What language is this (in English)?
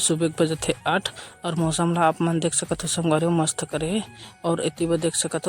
Chhattisgarhi